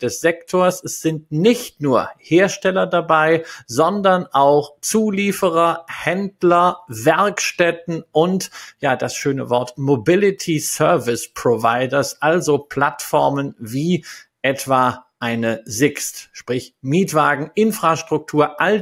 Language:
German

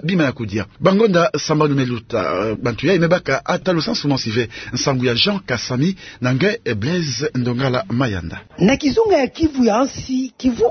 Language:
Kituba (Democratic Republic of Congo)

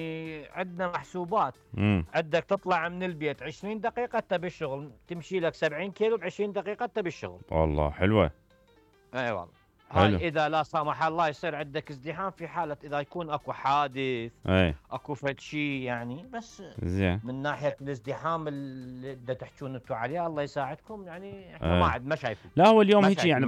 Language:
Mesopotamian Arabic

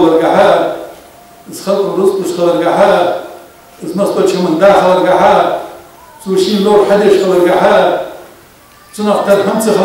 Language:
Ingush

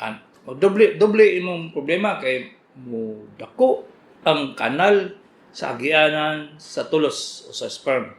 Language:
Cebuano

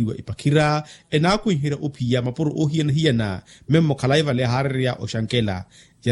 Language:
Makhuwa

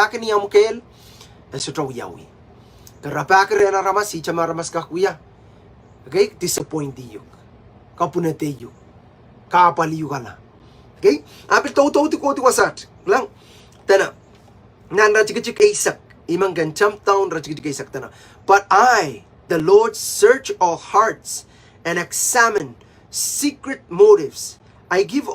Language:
Pohnpeian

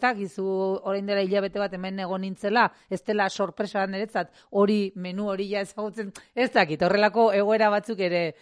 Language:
Basque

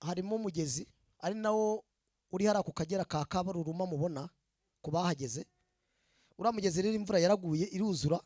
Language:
Kinyarwanda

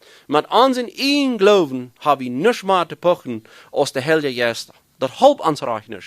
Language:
Plautdietsch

